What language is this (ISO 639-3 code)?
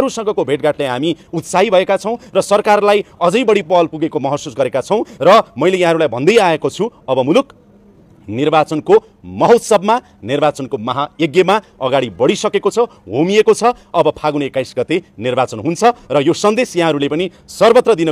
nep